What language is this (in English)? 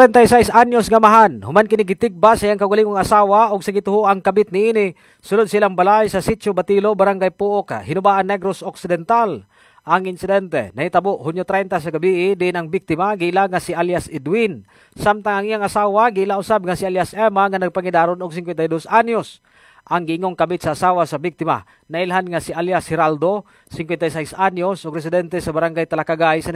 Cebuano